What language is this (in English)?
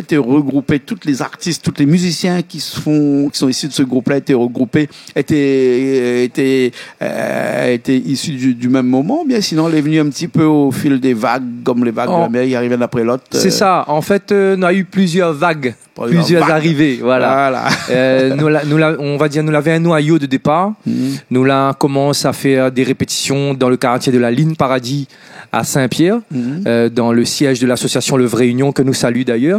Réunion Creole French